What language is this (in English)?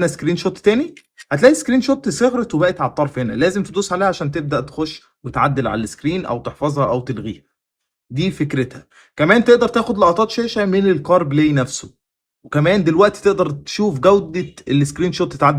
Egyptian Arabic